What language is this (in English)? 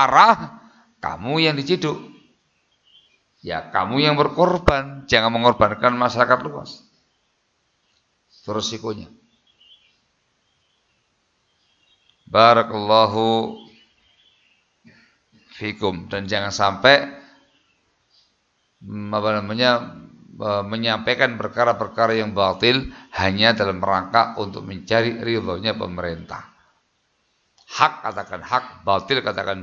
Indonesian